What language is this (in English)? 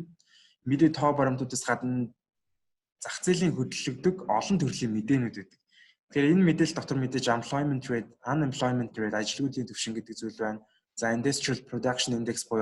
Mongolian